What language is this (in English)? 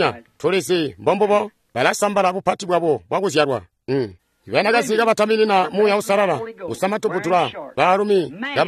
Tonga (Zambia)